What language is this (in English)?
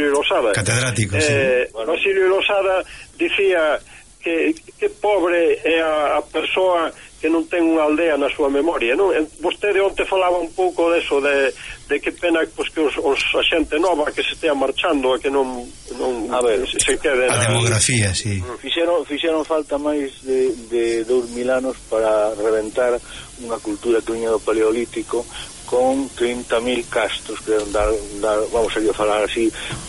Galician